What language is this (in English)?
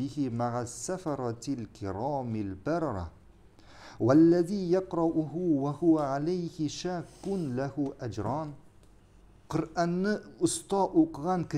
Tatar